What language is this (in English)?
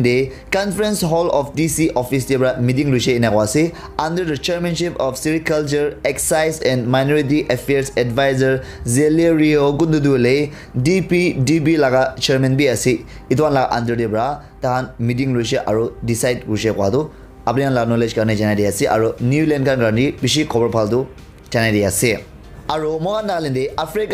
Naga Pidgin